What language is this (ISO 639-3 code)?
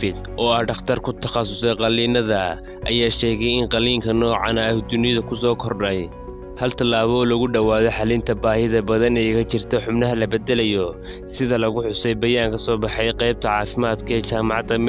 som